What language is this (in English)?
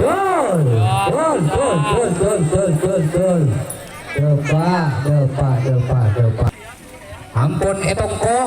Madurese